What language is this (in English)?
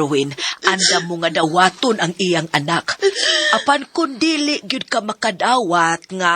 Cebuano